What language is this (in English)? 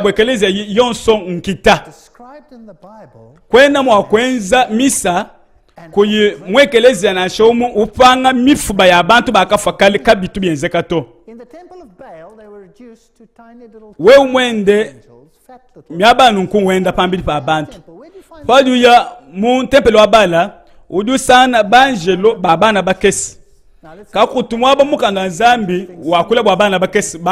Luba-Lulua